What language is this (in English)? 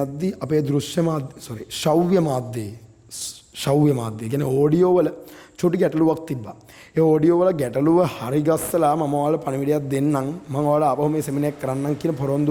Sinhala